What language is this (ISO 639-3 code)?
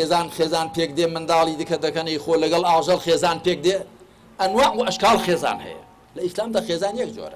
ckb